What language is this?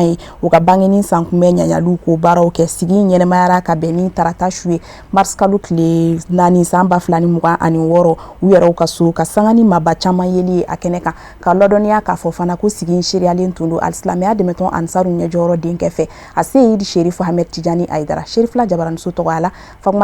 Bambara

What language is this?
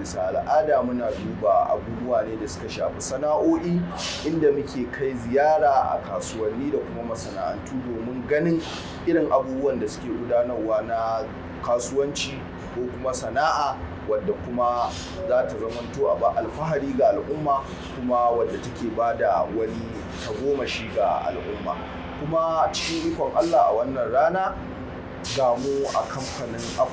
Hausa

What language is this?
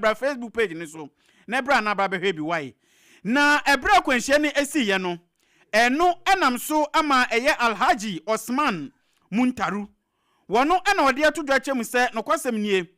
Akan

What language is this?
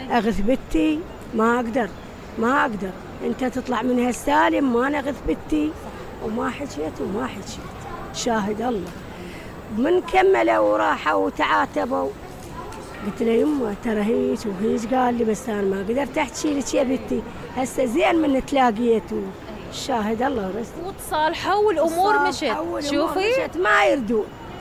Mesopotamian Arabic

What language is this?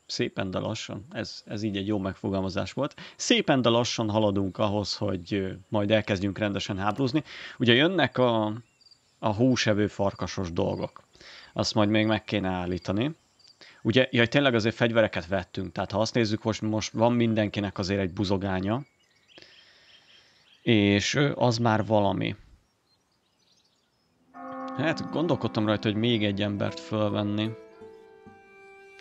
Hungarian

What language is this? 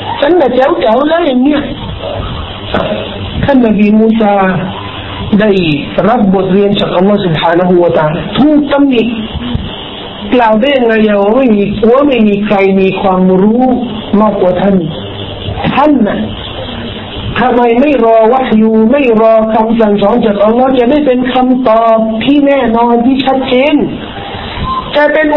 Thai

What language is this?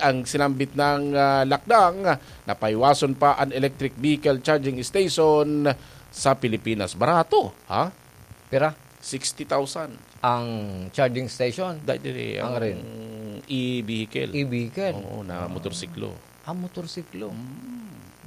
Bikol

